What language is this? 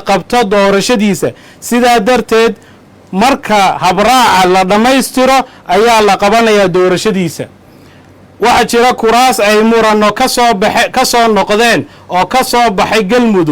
Somali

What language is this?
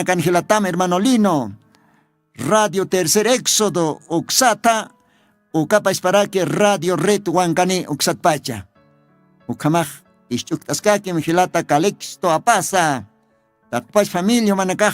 Aymara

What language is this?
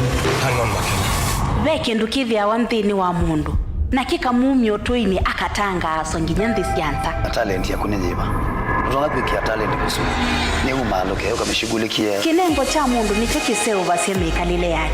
Kamba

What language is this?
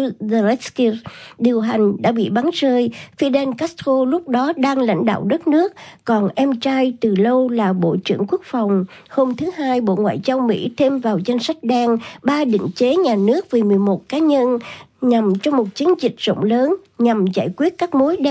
Vietnamese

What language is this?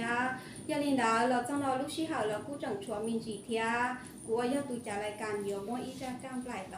Hmong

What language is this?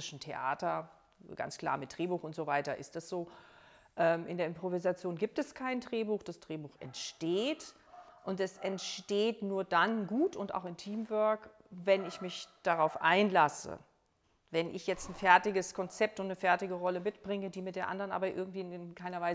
German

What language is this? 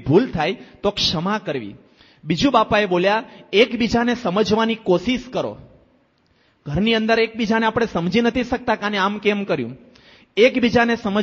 Gujarati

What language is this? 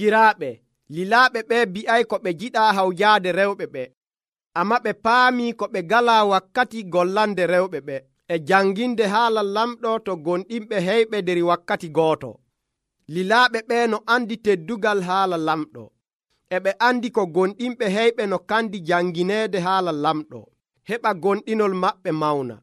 Nigerian Fulfulde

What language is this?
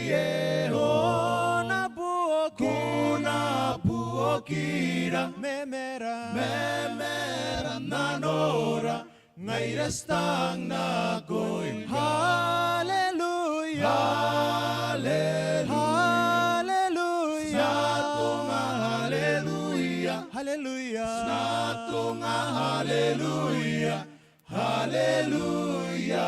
Gilbertese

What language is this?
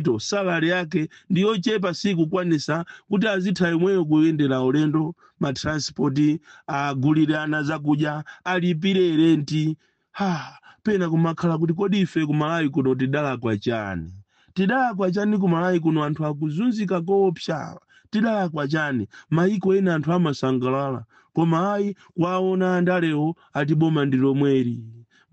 Nyanja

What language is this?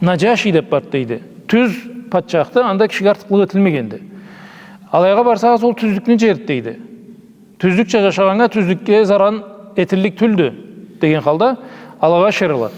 Karachay-Balkar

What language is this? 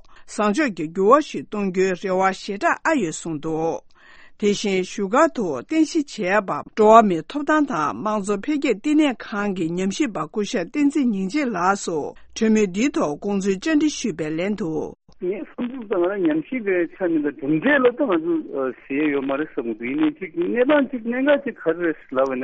Tibetan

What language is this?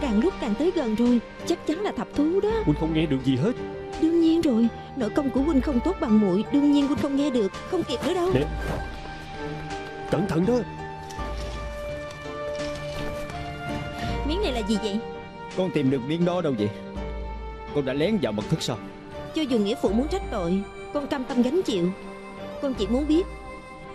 Vietnamese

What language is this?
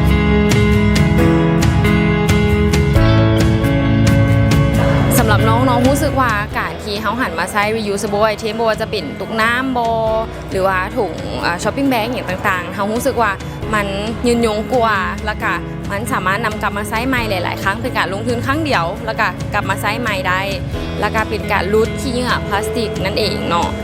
Lao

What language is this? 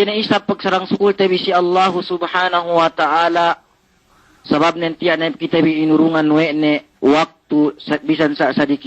Yakan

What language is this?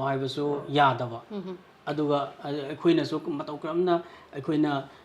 Manipuri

